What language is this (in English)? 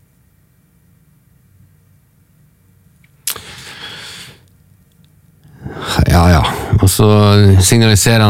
Norwegian